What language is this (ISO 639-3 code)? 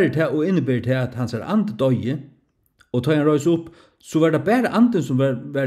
fao